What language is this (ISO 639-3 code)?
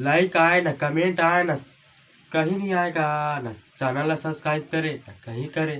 hne